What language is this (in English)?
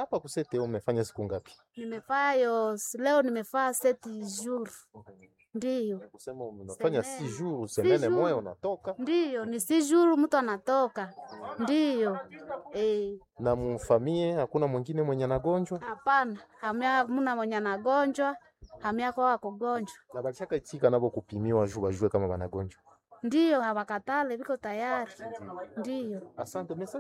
Swahili